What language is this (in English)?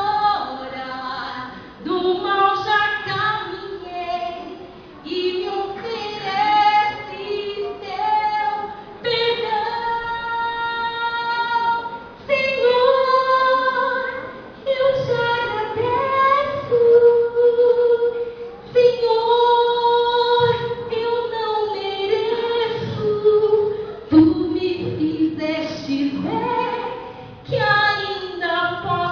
Portuguese